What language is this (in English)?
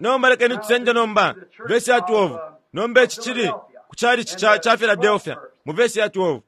Bemba